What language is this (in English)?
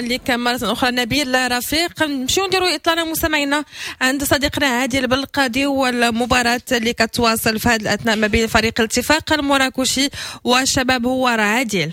Moroccan Arabic